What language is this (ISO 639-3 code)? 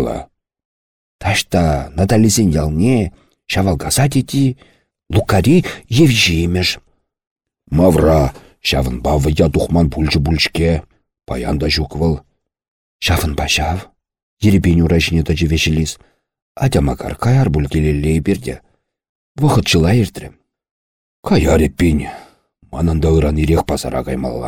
chv